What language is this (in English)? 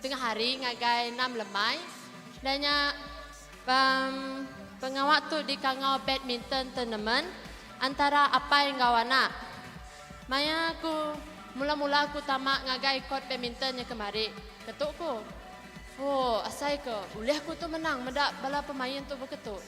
Iban